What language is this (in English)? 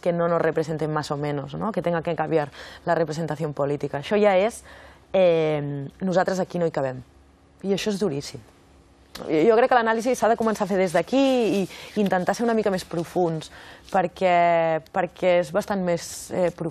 Catalan